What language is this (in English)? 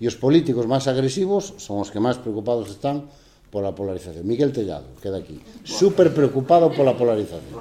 Galician